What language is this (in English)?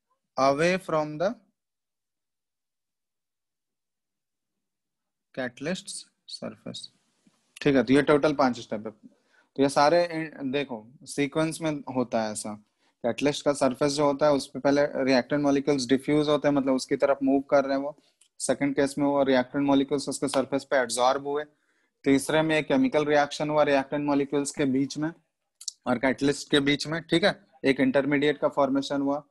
Hindi